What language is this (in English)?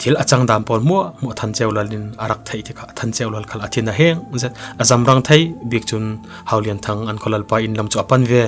Falam Chin